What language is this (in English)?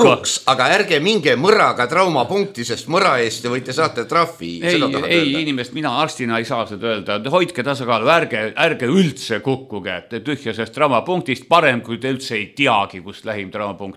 Estonian